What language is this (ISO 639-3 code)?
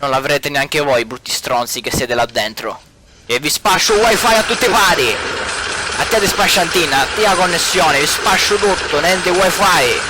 scn